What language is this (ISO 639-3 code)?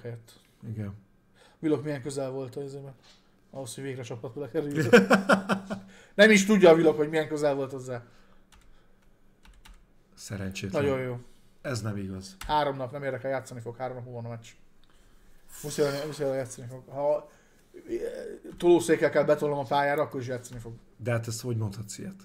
hun